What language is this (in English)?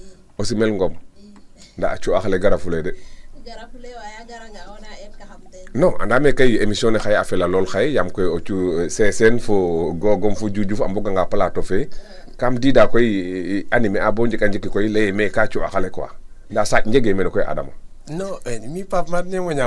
Serer